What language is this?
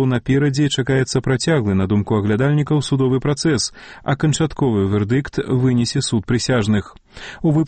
Belarusian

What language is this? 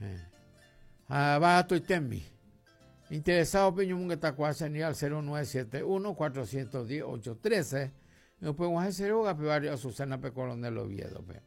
Guarani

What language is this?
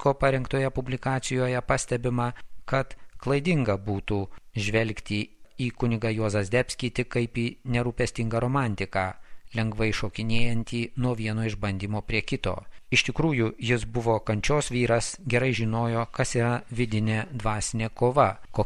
Lithuanian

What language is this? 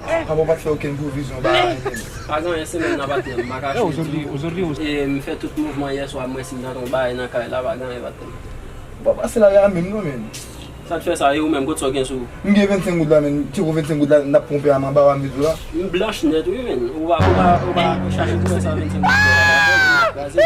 Haitian Creole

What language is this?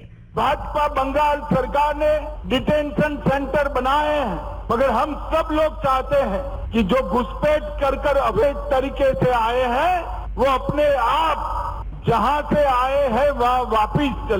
Urdu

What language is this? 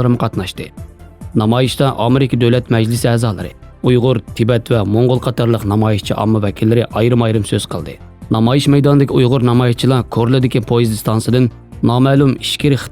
Uyghur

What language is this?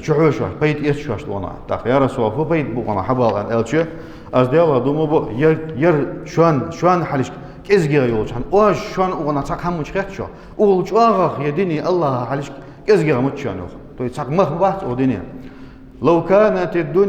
Ingush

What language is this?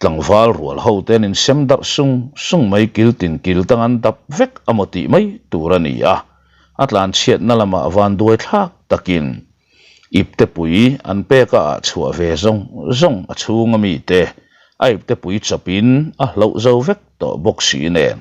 Mizo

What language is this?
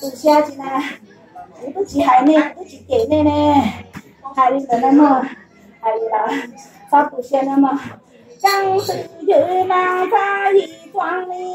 Hmong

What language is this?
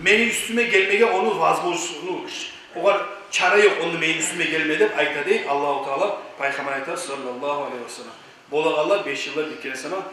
Kumyk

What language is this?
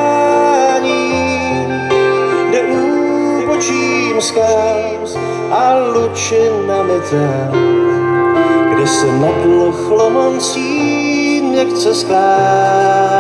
Czech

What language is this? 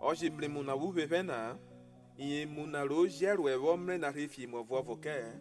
Urhobo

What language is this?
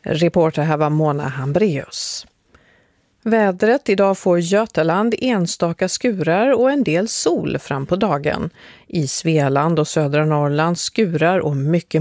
Swedish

